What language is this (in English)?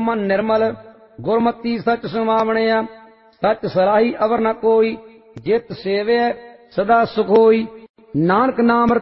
Punjabi